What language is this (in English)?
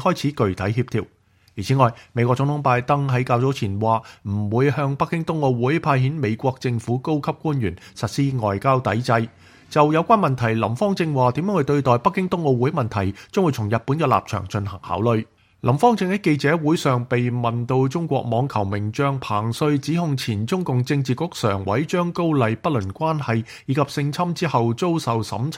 Cantonese